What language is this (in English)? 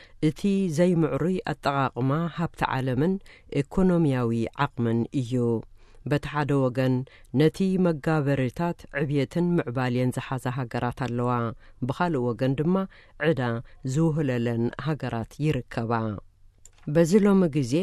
Tigrinya